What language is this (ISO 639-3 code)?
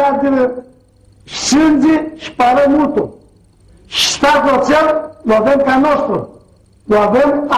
rup